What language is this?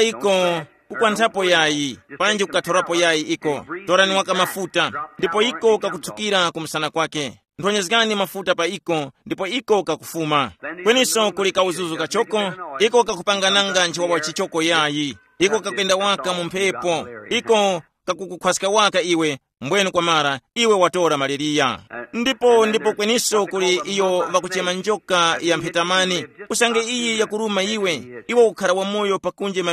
Tumbuka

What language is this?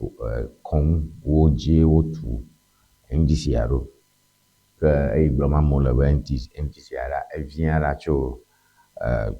Ewe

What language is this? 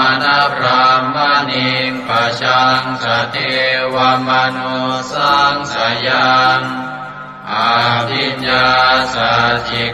Pali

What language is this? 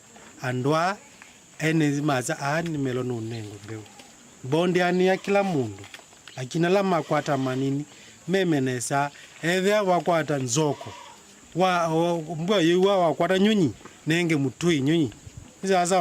Kamba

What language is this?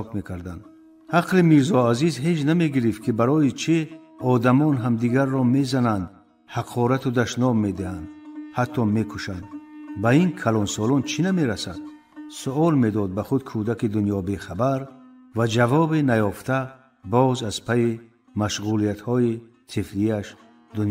Tajik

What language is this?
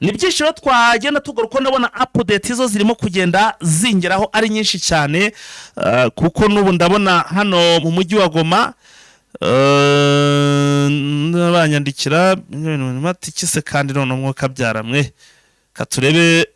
Kinyarwanda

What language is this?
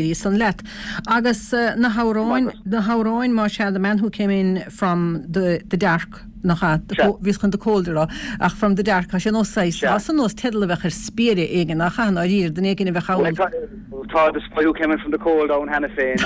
Irish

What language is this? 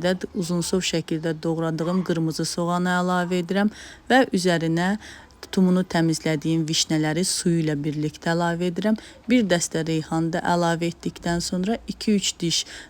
Azerbaijani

